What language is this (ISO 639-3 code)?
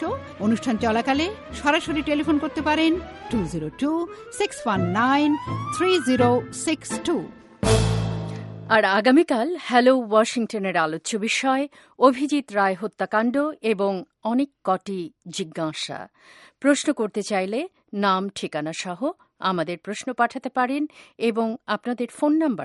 ben